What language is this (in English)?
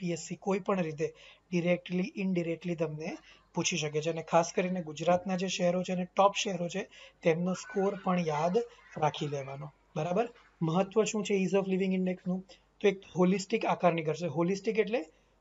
Gujarati